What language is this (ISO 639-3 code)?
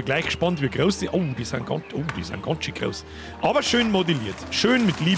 bar